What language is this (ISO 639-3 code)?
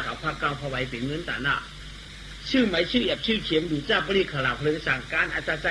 shn